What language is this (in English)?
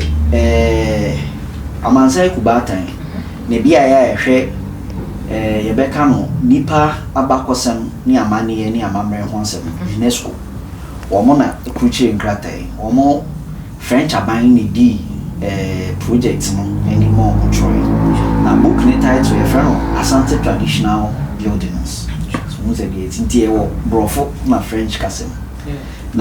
Akan